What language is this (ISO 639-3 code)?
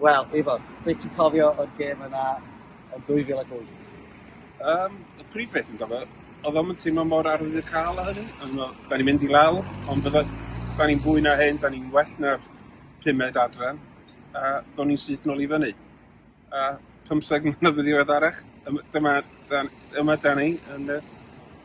cym